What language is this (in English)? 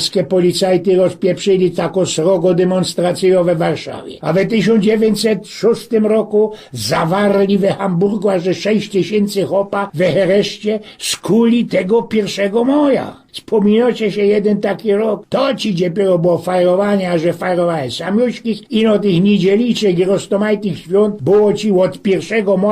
Silesian